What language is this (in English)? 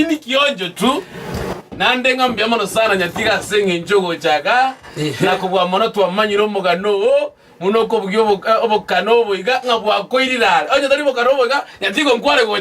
Gusii